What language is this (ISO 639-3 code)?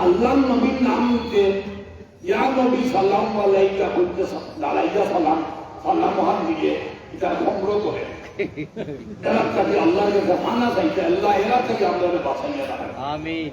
syl